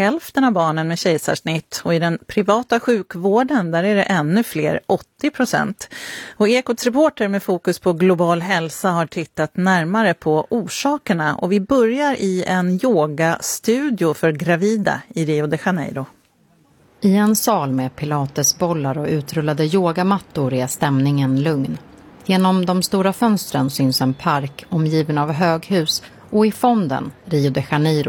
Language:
Swedish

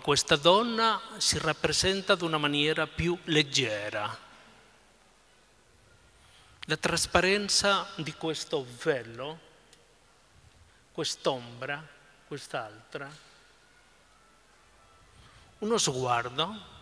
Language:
Italian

